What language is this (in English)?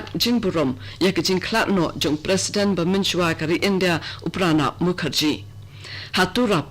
Khasi